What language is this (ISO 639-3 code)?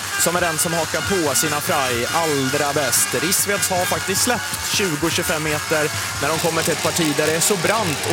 swe